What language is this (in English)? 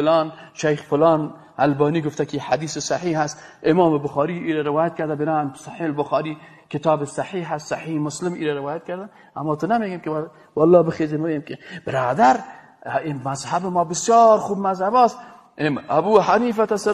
Persian